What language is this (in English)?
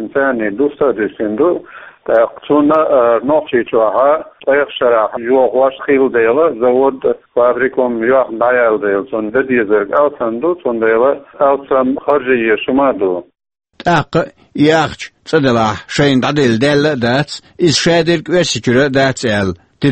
Chechen